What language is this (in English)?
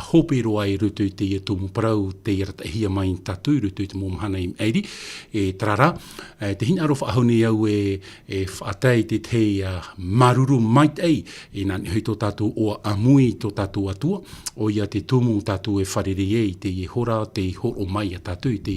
Tahitian